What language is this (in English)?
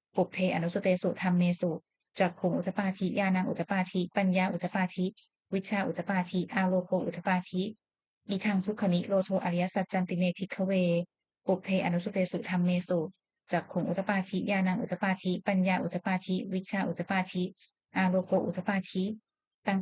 Pali